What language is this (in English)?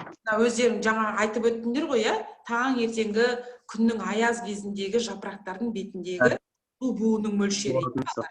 Kazakh